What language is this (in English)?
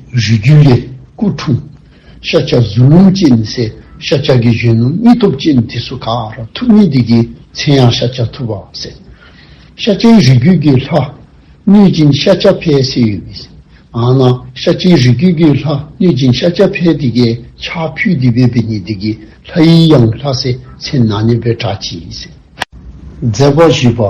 Dzongkha